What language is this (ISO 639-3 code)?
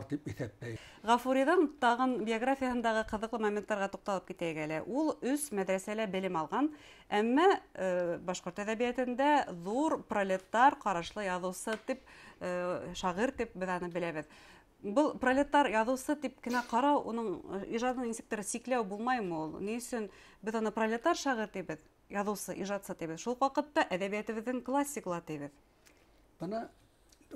bak